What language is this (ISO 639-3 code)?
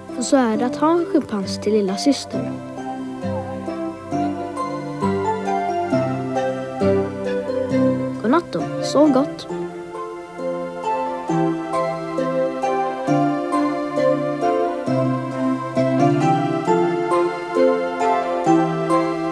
swe